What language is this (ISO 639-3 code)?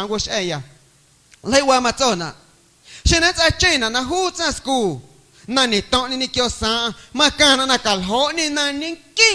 amu